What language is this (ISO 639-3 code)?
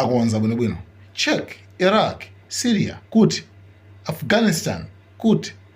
nya